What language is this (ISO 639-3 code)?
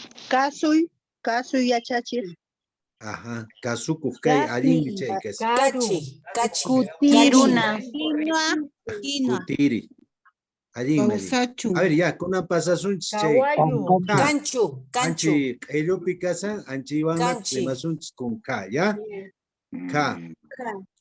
que